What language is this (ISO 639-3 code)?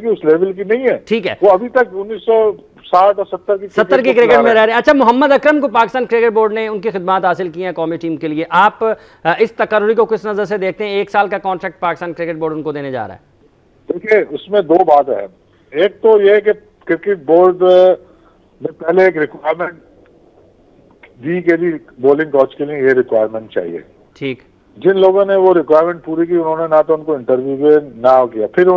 urd